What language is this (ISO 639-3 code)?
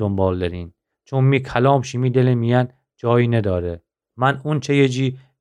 glk